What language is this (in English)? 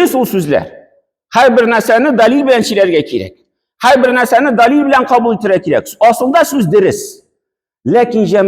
Tatar